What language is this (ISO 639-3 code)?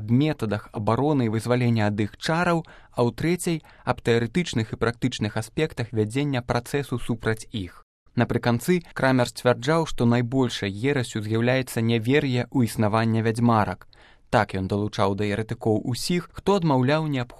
bel